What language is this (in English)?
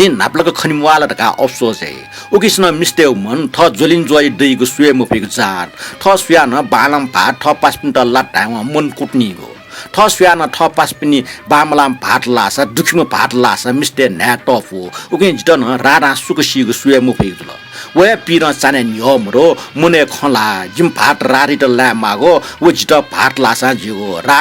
Newari